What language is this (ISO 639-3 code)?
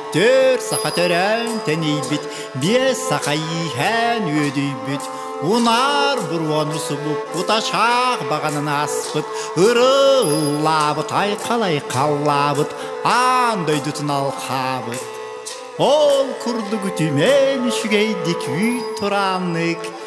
sah